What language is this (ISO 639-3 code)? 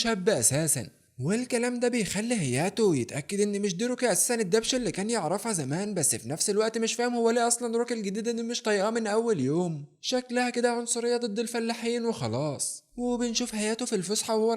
arz